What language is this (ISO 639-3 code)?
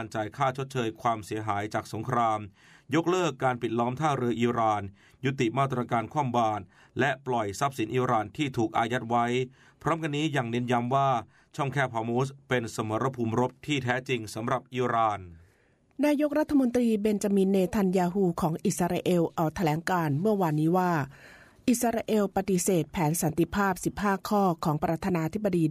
tha